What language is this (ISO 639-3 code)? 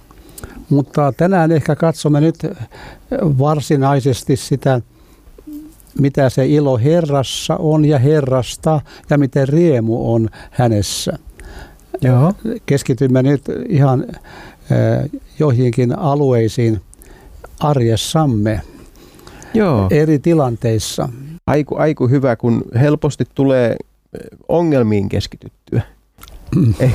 fin